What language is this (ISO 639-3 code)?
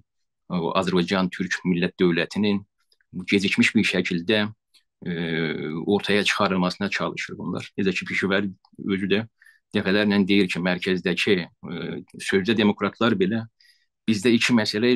azb